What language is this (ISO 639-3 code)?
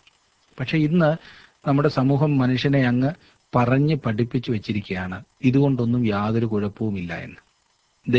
mal